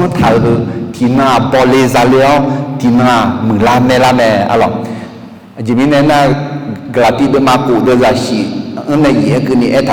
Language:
Akha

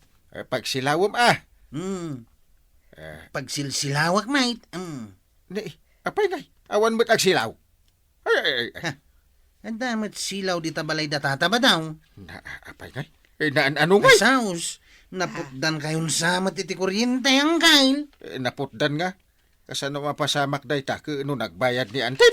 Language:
Iloko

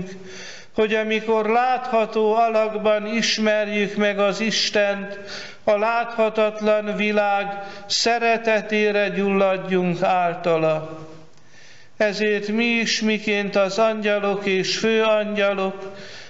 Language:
Hungarian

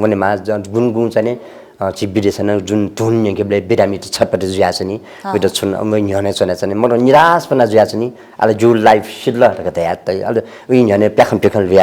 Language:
Newari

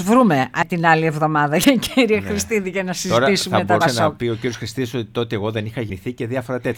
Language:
Greek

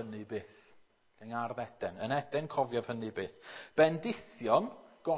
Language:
Welsh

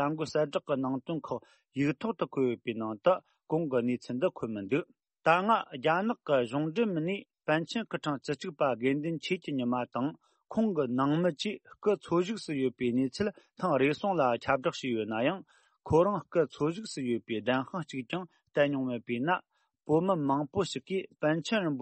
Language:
Tibetan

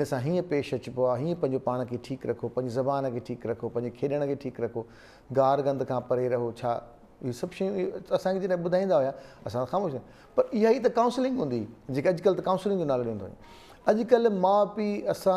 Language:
Sindhi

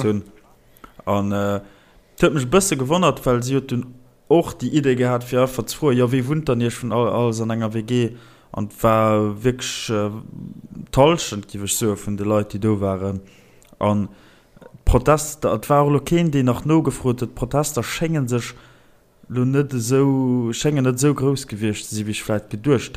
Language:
Luxembourgish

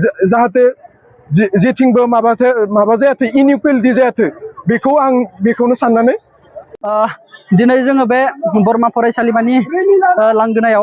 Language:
Bodo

